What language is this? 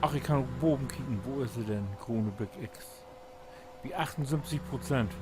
Low German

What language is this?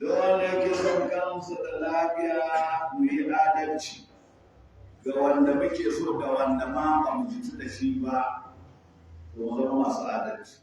Hausa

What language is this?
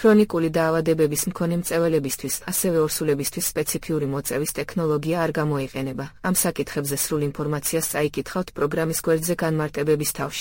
Georgian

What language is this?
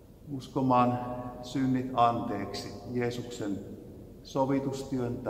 Finnish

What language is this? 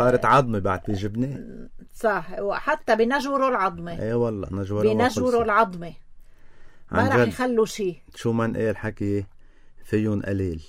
North Levantine Arabic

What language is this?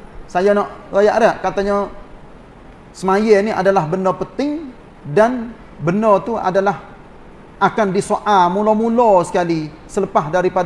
Malay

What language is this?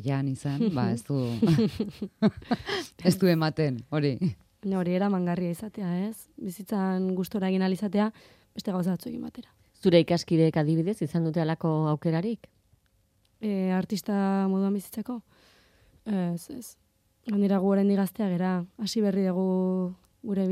Basque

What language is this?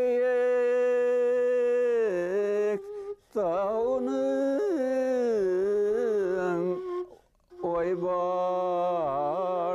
Bashkir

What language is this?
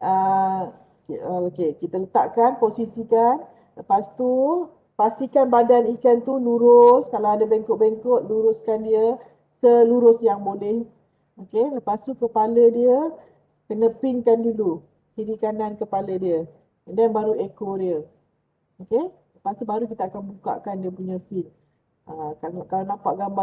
Malay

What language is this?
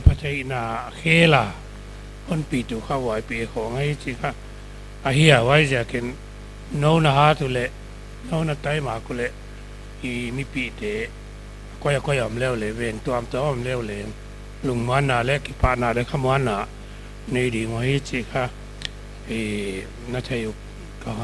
Paite Chin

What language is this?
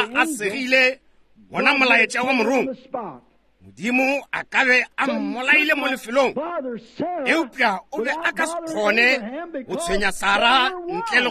Northern Sotho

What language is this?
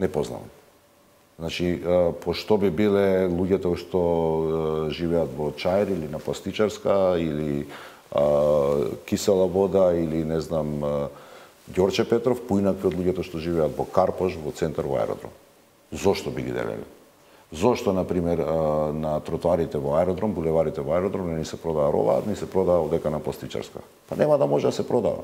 Macedonian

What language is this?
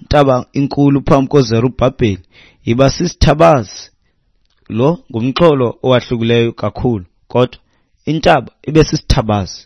Xhosa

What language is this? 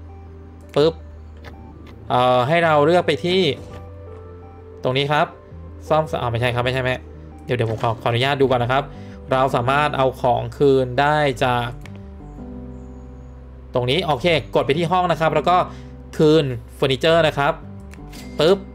Thai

